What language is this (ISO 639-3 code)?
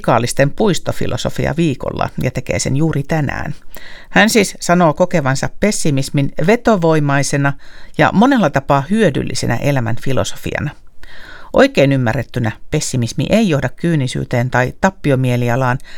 fin